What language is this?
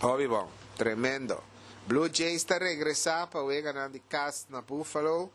Papiamento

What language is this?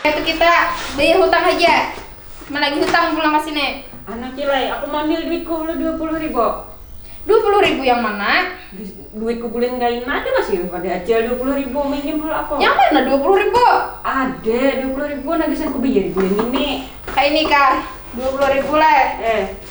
Banjar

